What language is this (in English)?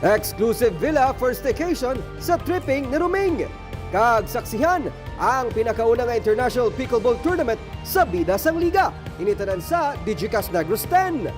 Hiligaynon